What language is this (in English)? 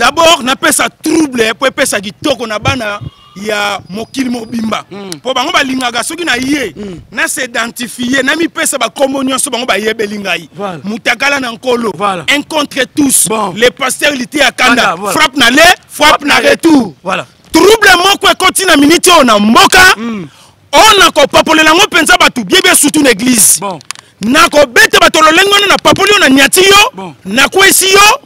Lingala